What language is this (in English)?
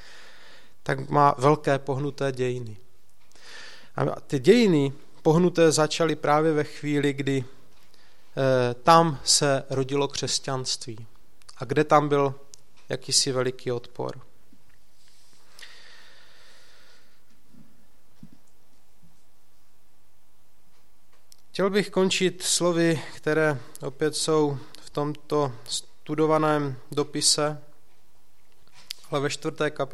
Czech